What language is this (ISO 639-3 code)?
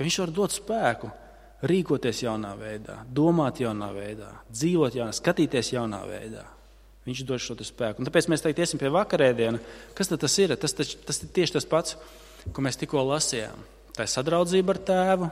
lav